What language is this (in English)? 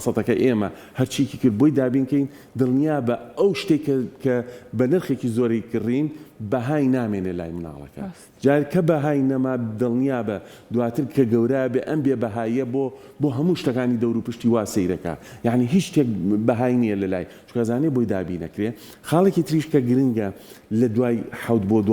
Central Kurdish